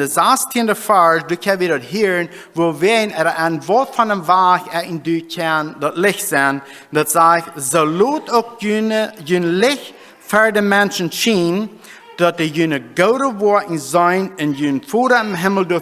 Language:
Plautdietsch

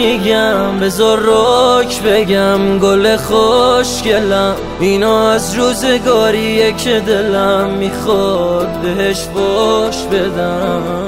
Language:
Persian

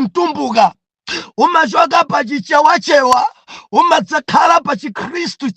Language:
Nyanja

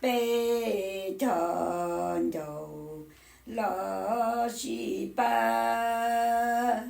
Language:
Hmong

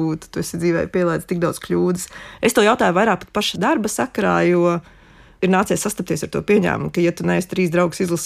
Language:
Latvian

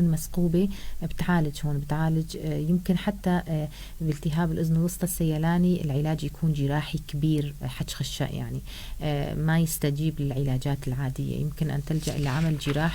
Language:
North Levantine Arabic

